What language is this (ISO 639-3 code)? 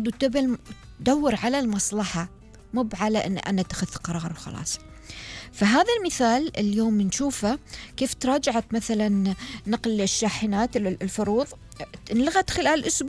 afb